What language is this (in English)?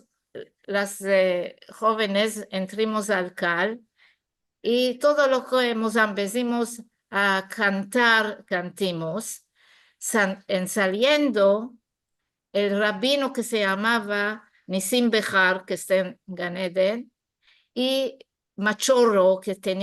Ladino